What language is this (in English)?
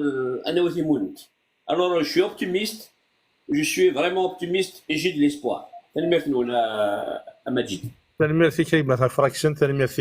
Kabyle